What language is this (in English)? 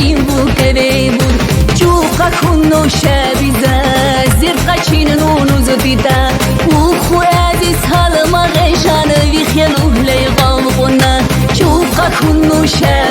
Lak